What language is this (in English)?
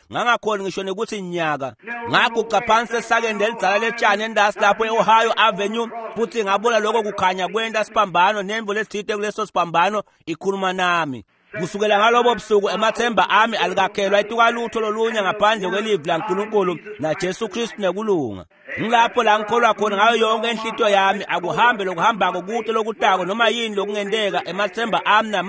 Swati